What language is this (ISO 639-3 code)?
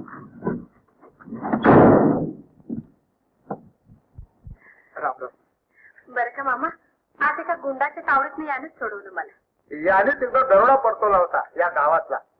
mar